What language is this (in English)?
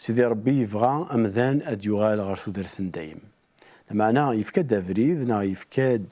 Kabyle